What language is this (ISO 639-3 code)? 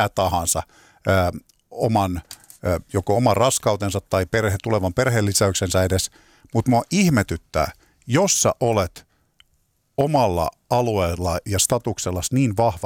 fin